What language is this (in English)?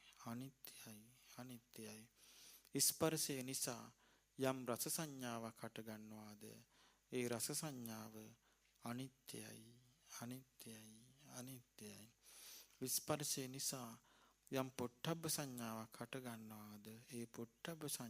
Sinhala